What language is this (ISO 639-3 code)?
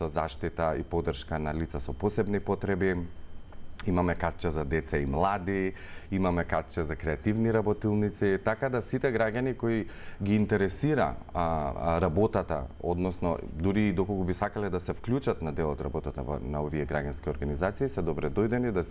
mkd